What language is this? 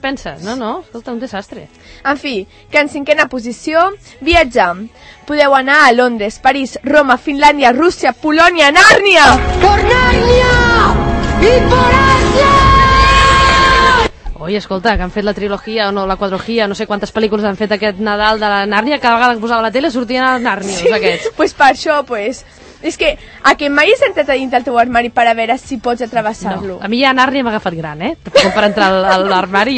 Catalan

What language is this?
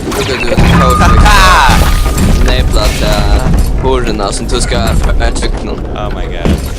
Faroese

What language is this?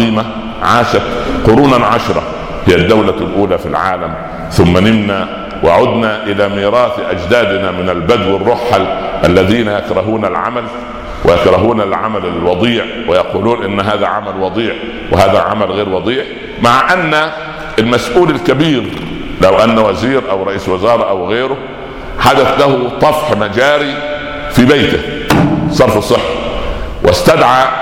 Arabic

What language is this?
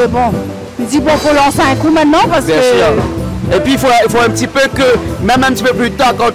Réunion Creole French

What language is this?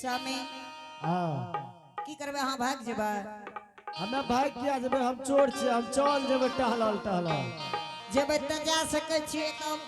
Angika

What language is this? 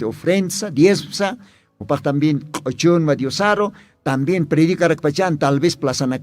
Aymara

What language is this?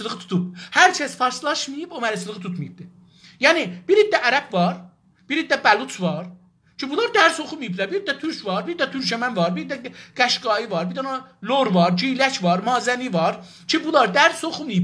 South Azerbaijani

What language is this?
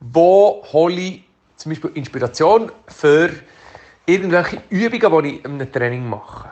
Swiss German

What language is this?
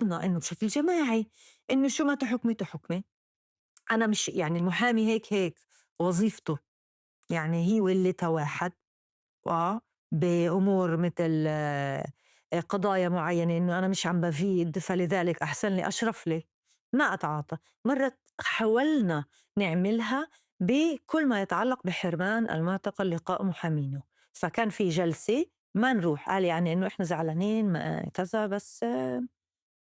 North Levantine Arabic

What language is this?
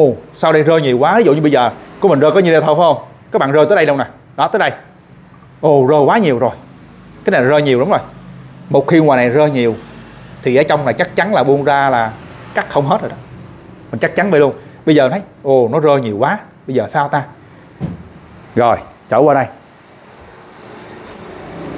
Vietnamese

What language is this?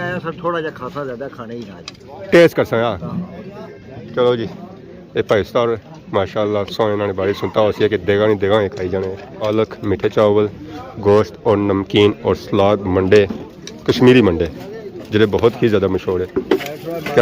Pahari-Potwari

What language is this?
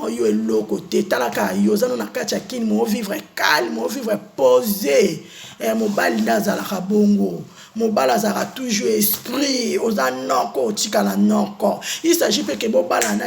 Lingala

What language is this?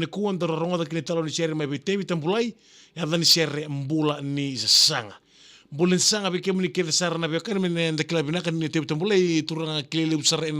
Fijian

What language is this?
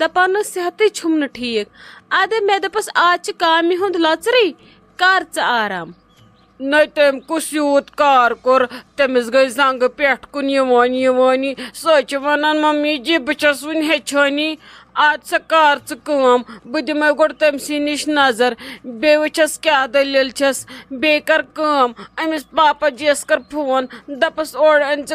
Kashmiri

